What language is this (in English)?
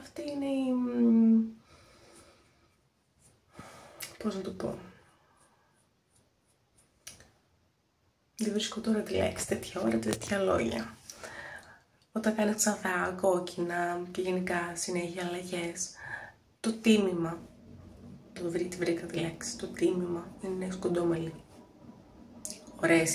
Greek